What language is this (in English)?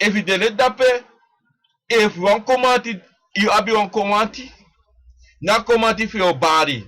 Sranan Tongo